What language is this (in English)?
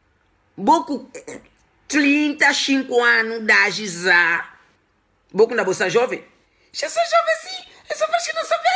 Portuguese